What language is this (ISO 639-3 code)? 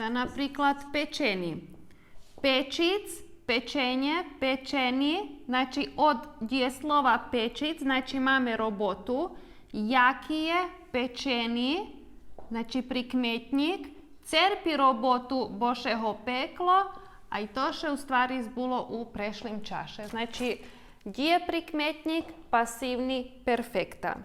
rue